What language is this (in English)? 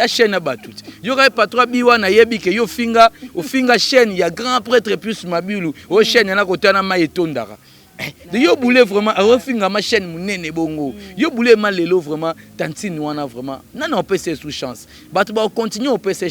Lingala